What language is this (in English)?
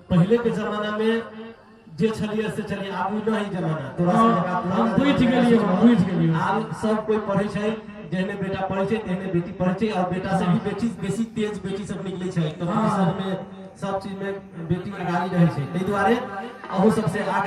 Maithili